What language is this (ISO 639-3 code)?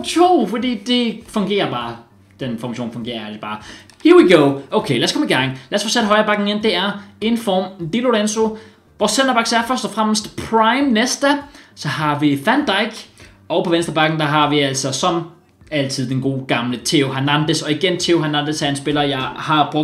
dan